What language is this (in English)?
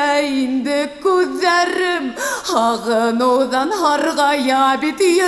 Bashkir